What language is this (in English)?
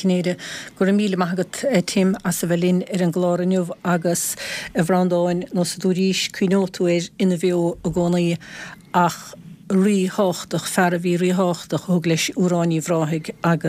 Irish